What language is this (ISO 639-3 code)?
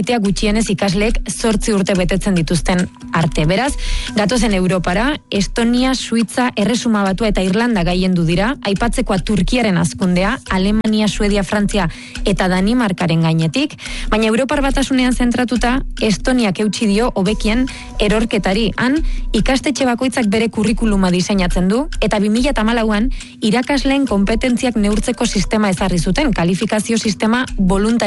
eus